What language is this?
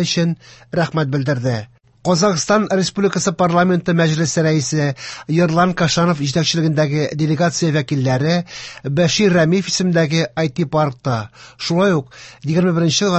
Tatar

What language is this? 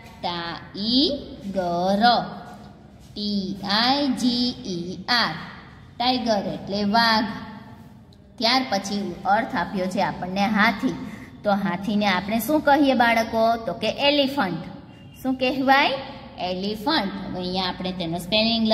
Gujarati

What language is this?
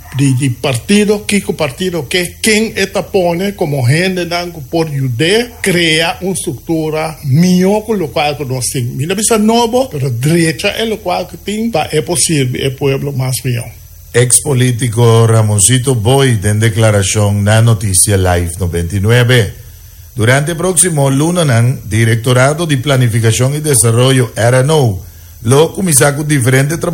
Papiamento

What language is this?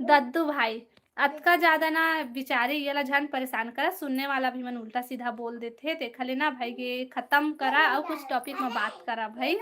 Chhattisgarhi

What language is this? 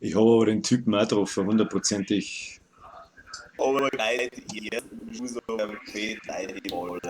Bavarian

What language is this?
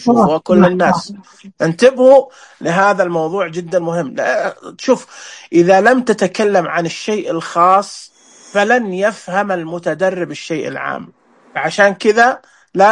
Najdi Arabic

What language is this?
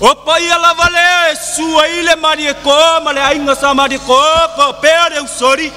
Samoan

